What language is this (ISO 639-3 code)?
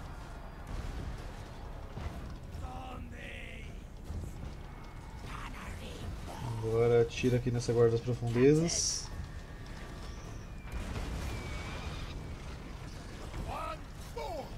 por